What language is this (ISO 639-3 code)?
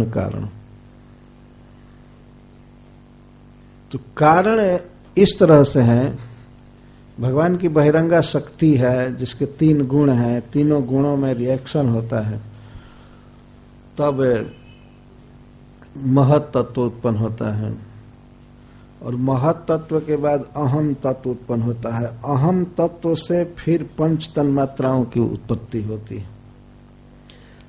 hin